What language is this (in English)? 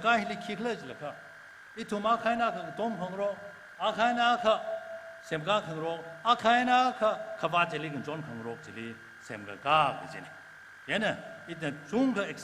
Tangkhul Naga (India)